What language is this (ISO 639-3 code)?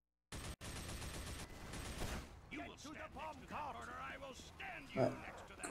fra